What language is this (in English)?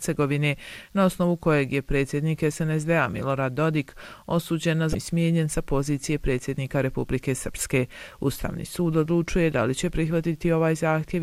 Bosnian